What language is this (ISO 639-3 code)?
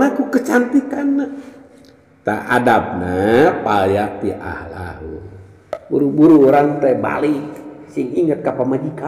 sun